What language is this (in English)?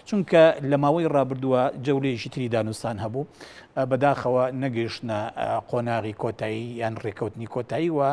Central Kurdish